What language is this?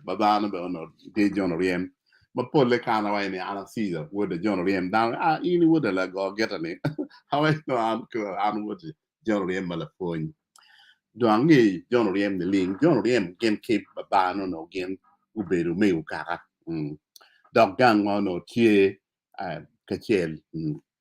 Acoli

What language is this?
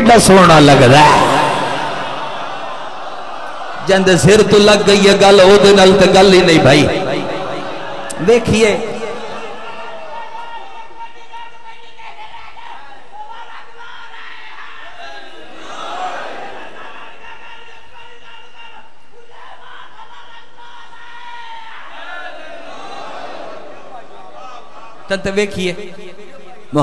Western Panjabi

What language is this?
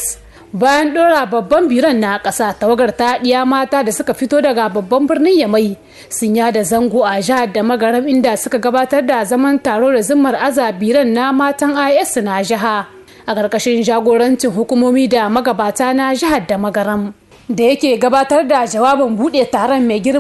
Hausa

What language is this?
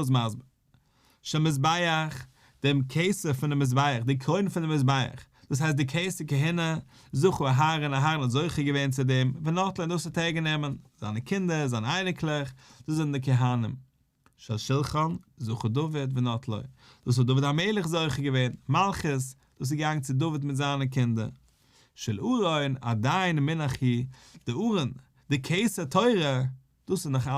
Yiddish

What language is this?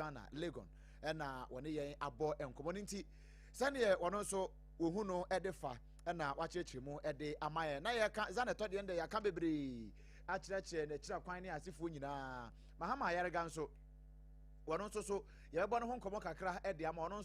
Akan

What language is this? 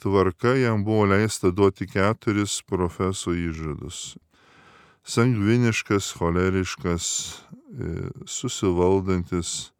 Lithuanian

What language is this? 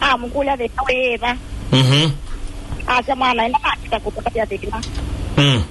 Kamba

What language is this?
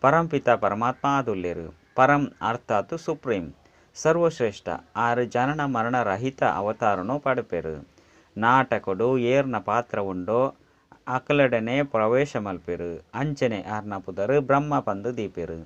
Tulu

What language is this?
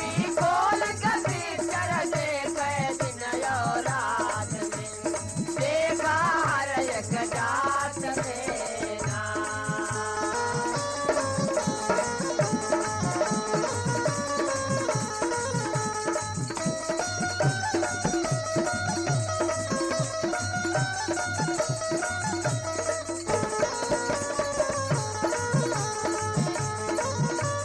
Bhojpuri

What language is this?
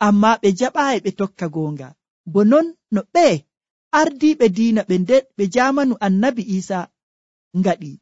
Nigerian Fulfulde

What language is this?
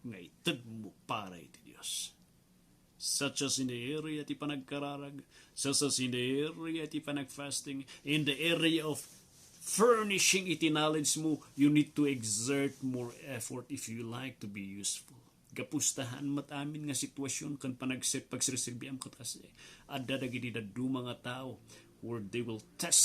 Iloko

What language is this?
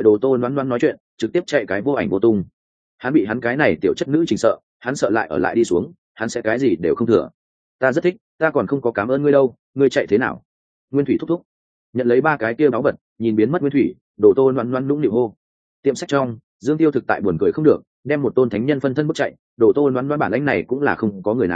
Vietnamese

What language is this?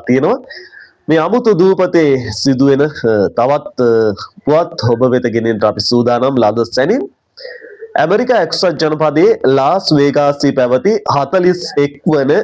Sinhala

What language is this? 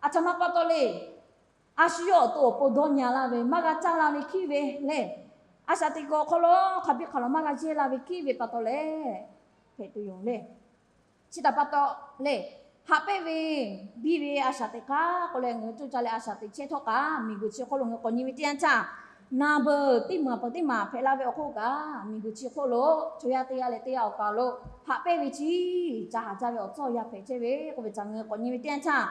Lahu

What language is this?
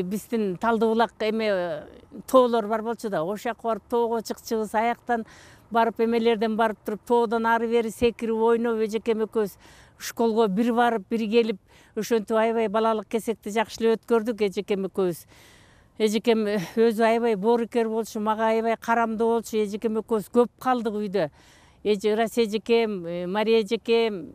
Kyrgyz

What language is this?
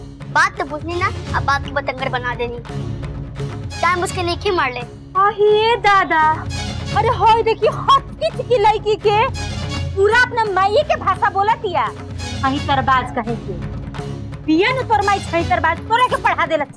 Bhojpuri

